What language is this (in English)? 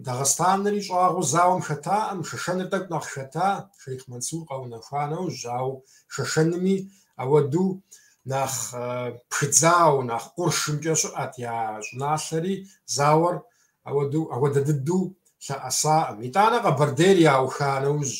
Kabardian